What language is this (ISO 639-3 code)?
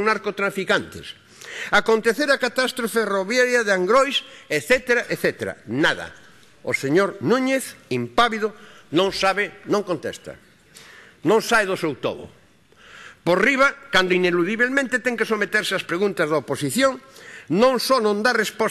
glg